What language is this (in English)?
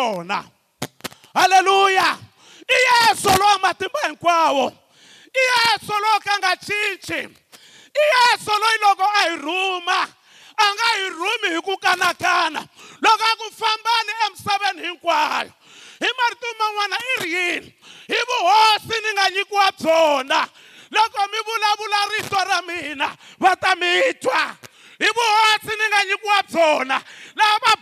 Tsonga